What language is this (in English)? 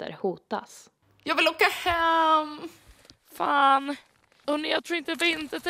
Swedish